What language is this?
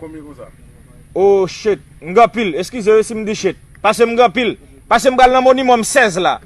Haitian Creole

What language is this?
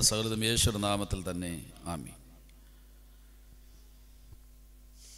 Malayalam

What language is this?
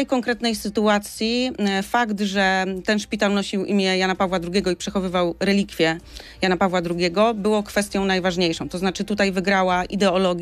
Polish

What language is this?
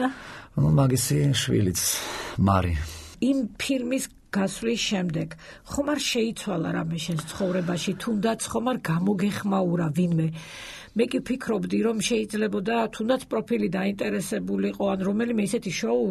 Georgian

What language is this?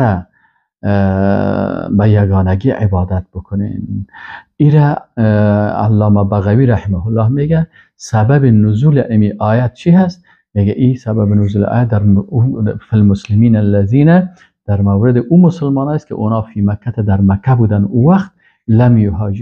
Persian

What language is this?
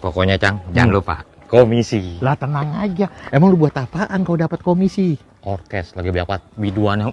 Betawi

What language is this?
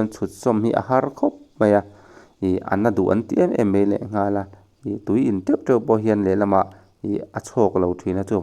Mizo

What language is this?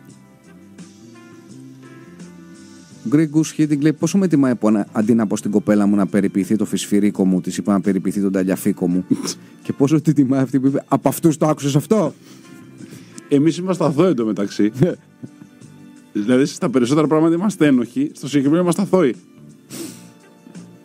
Greek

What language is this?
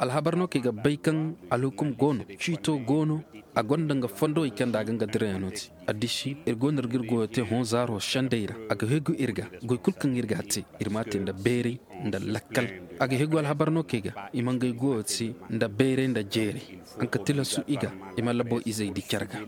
Koyraboro Senni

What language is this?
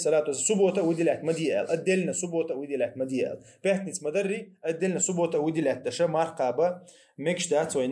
Chechen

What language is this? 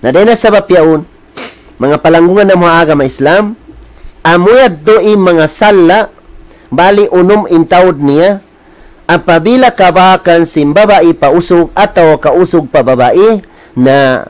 Tausug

